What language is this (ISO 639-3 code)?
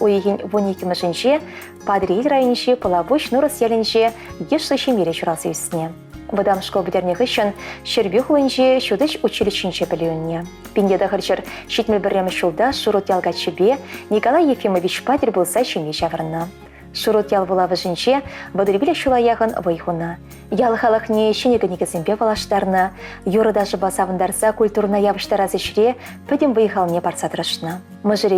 chv